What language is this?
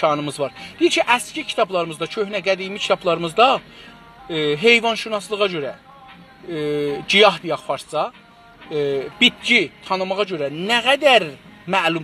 South Azerbaijani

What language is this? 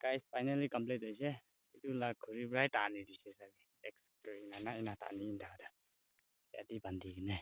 Naga Pidgin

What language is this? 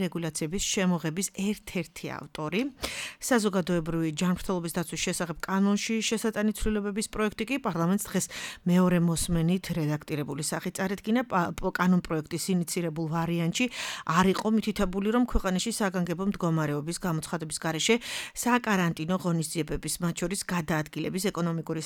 Georgian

